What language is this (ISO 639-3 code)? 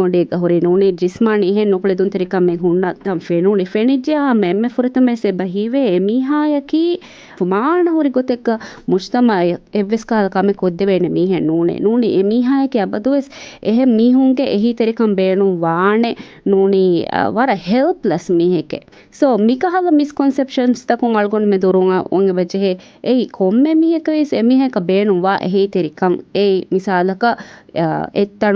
div